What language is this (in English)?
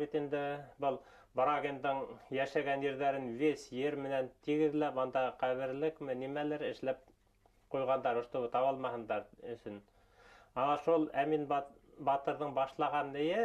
Bashkir